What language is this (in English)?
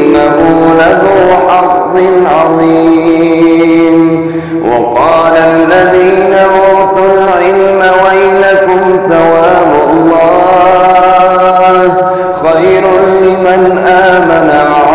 Arabic